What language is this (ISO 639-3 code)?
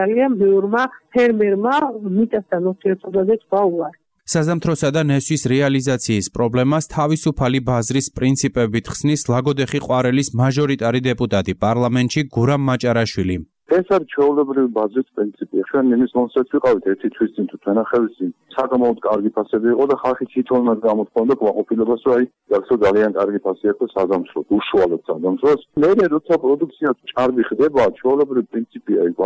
kat